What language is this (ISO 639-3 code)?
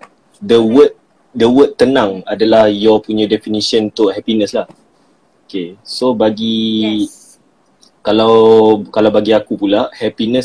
msa